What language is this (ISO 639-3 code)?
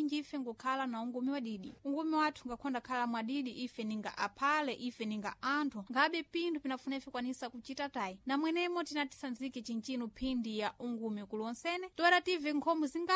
seh